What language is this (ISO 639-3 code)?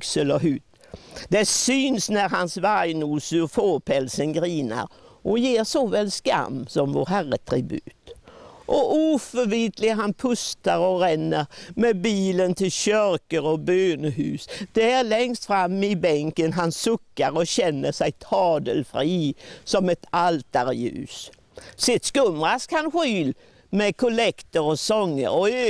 swe